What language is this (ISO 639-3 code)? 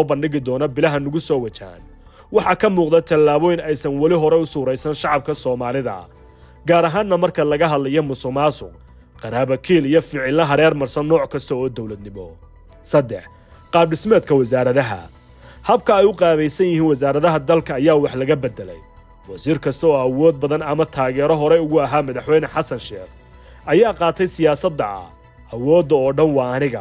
som